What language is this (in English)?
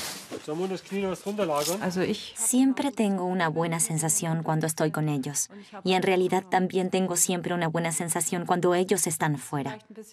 Spanish